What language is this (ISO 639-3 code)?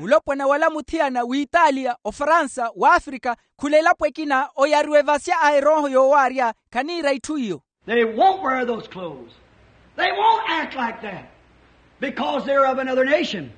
vmw